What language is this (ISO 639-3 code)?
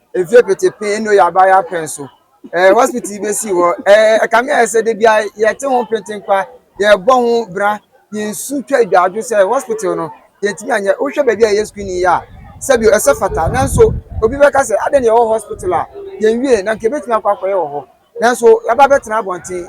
aka